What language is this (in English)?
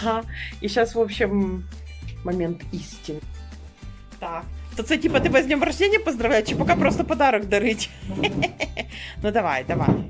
Ukrainian